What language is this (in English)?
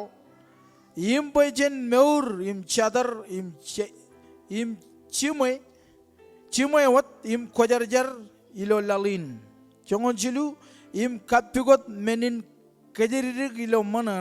Marshallese